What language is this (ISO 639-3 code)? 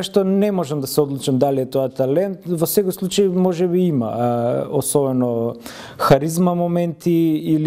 mkd